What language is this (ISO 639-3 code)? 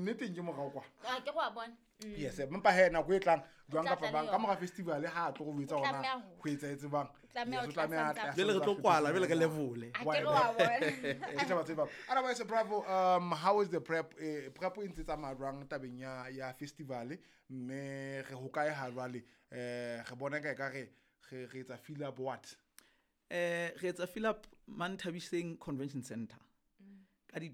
sot